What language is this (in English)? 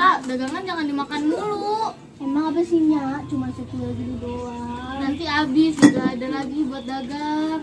Betawi